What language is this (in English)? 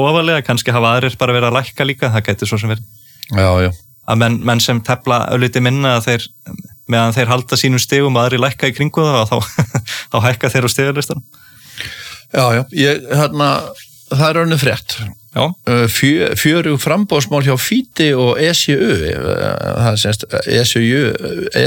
Icelandic